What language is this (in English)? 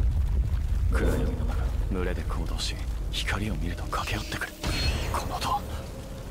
Japanese